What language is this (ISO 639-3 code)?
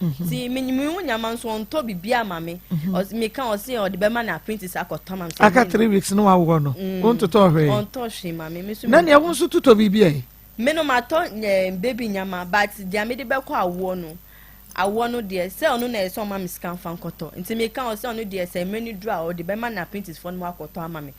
aka